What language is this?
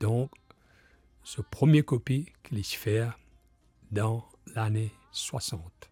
Morisyen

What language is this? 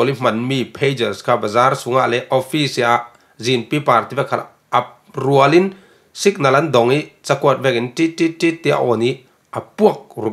Falam Chin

